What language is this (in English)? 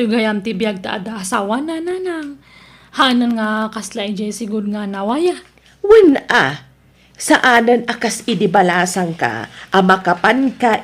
Iloko